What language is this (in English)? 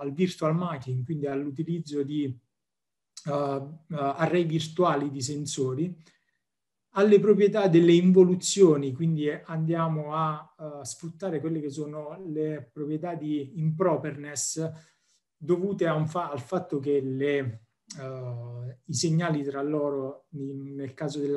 Italian